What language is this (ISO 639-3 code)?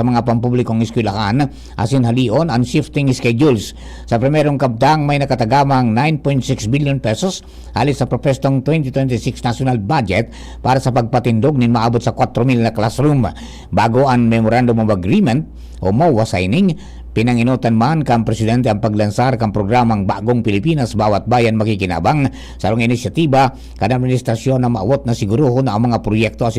bik